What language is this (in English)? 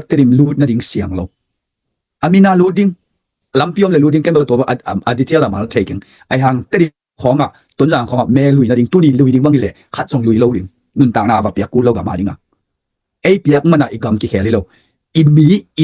Tedim Chin